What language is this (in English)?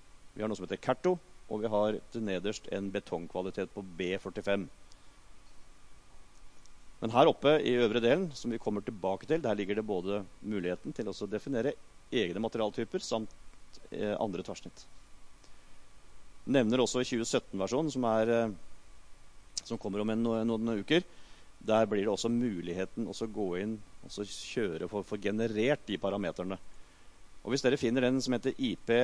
Norwegian